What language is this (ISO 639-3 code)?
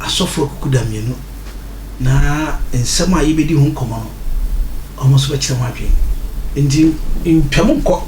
aka